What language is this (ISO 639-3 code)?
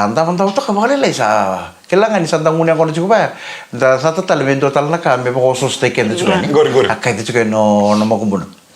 fij